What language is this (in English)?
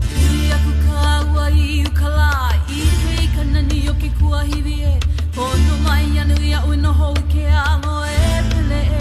Hawaiian